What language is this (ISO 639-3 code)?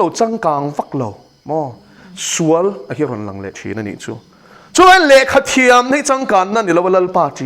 lus